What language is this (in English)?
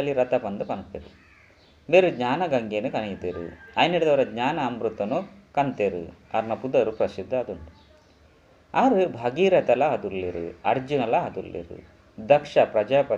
Tulu